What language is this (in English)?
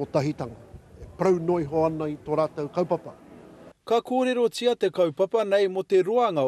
Māori